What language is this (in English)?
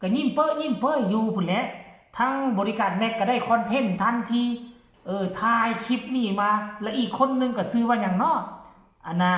Northeastern Thai